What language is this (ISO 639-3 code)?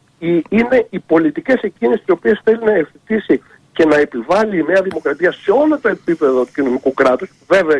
ell